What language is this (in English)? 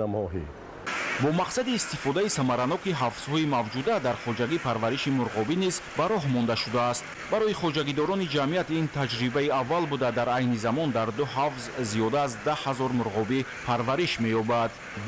Tajik